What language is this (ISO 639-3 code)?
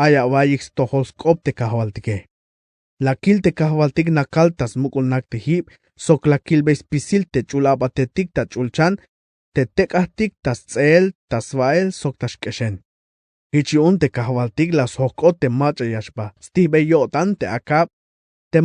tzh